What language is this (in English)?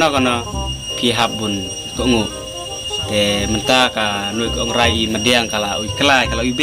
Khasi